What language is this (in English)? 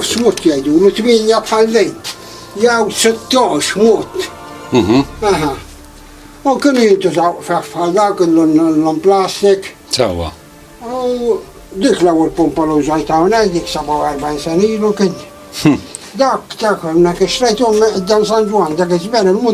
Maltese